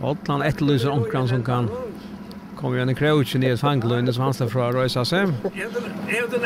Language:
Faroese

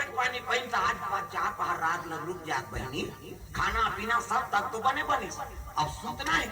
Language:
Chhattisgarhi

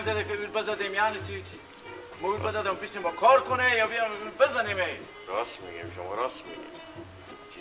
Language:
Persian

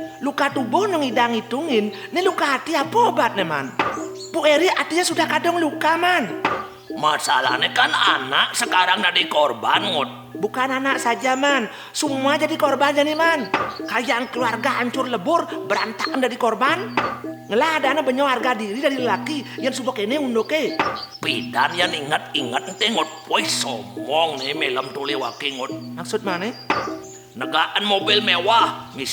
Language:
Balinese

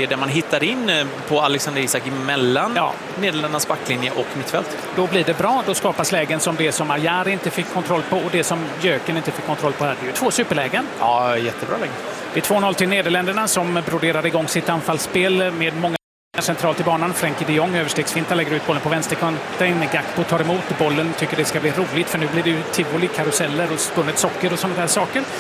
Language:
Swedish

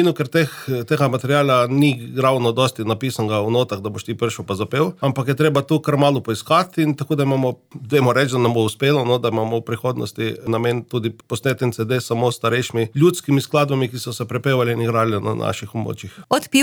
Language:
Slovenian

